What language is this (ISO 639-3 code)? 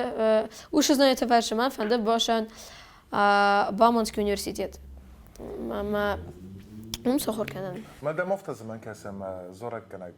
oss